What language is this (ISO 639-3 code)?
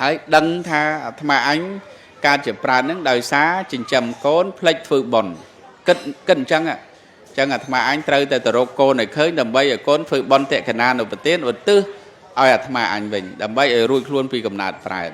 khm